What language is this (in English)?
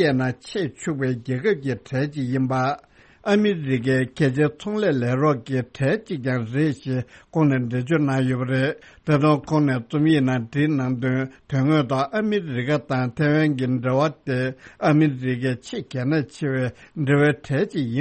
Tibetan